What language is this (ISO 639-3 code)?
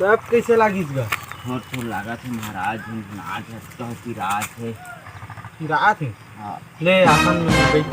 hne